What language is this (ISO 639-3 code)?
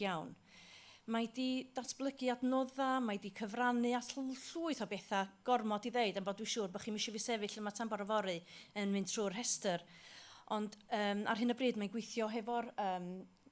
cym